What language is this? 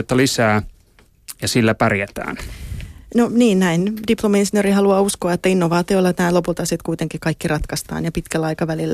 Finnish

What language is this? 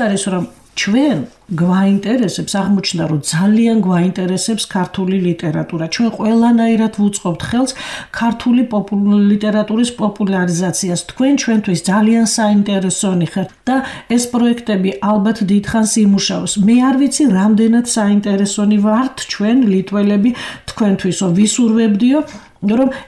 Georgian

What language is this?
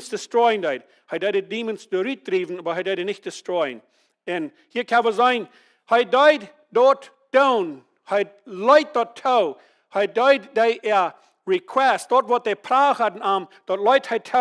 Plautdietsch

